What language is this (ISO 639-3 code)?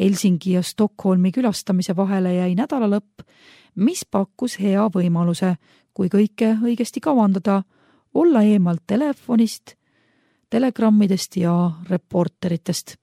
est